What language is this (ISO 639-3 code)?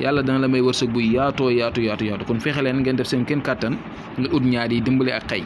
wol